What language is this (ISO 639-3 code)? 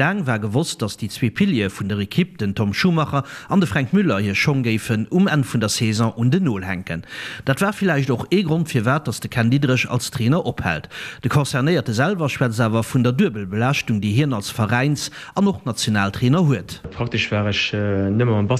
ltz